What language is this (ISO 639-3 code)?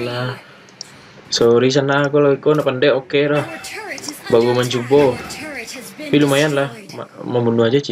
min